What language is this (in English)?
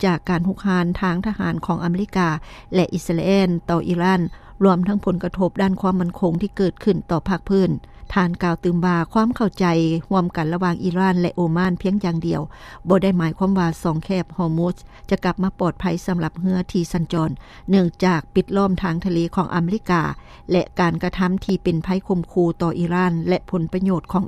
Lao